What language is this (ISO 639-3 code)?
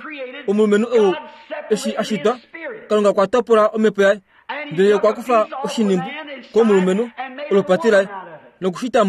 kua